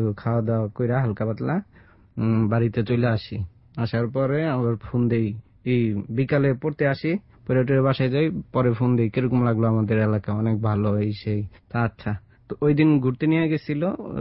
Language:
Bangla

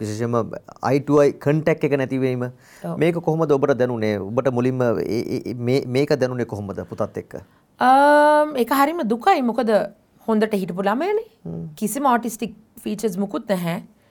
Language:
Sinhala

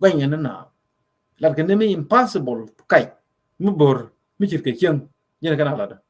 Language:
Nuer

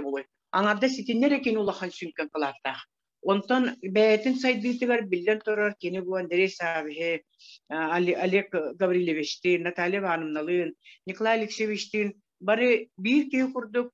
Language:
Yakut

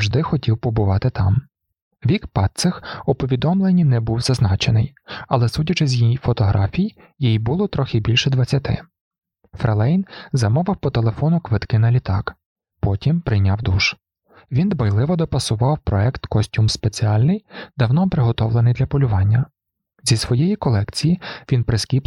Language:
Ukrainian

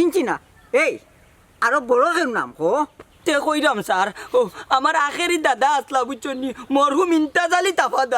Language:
Sylheti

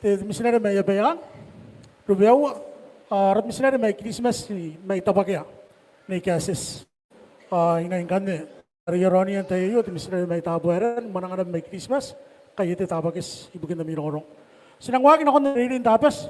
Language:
Gilbertese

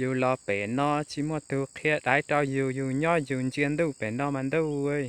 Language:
Hmong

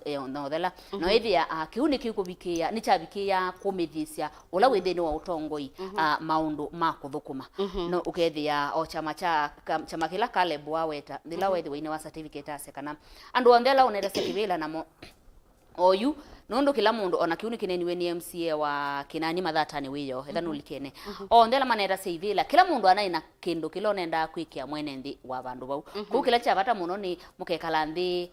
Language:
Kamba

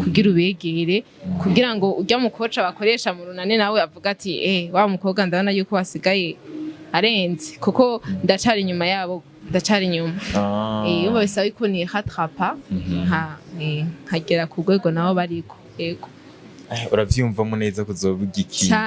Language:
Rundi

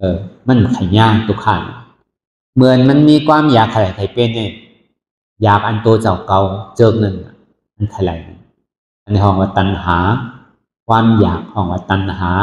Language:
Shan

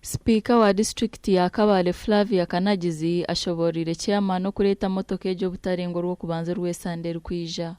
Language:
Nyankole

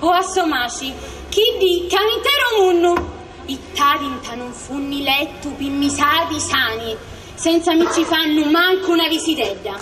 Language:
Sicilian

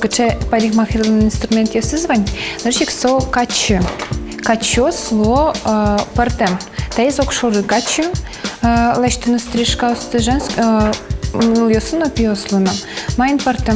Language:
Udmurt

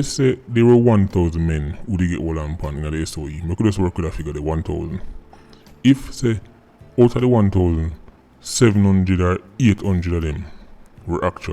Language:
Jamaican Creole English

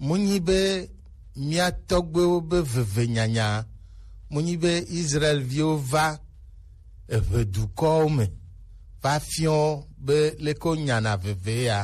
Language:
Gen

